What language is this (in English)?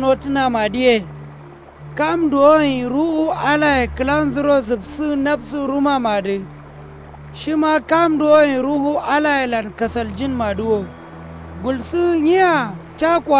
Kanuri